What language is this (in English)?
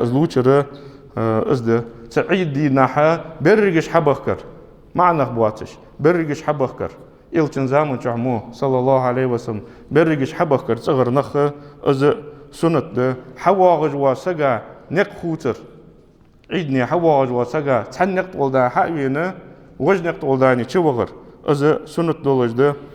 Ingush